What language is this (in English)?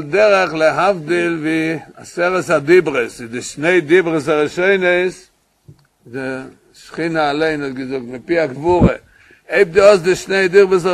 Yiddish